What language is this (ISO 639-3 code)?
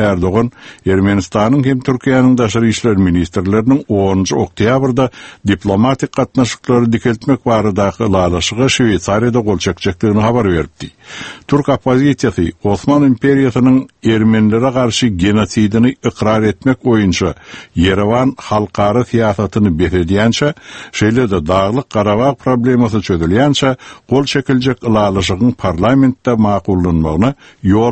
tuk